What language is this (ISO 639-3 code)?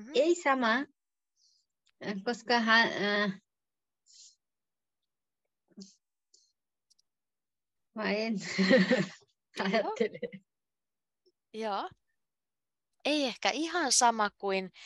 fin